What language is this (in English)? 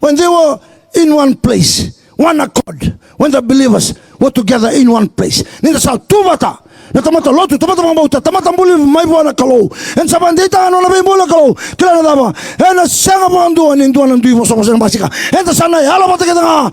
Fijian